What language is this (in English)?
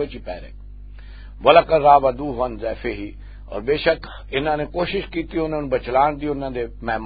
Western Panjabi